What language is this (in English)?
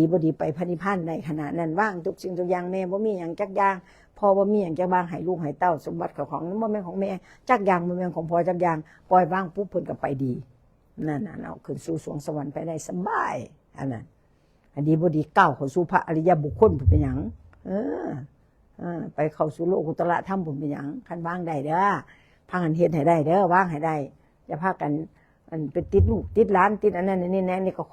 Northeastern Thai